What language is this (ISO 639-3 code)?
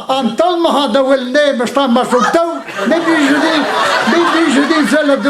bre